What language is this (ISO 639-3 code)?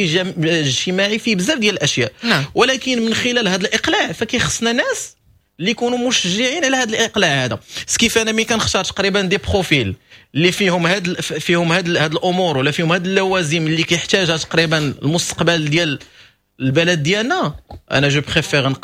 ary